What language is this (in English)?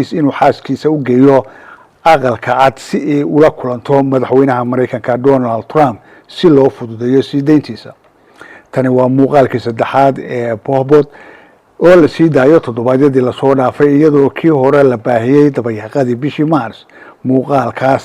Somali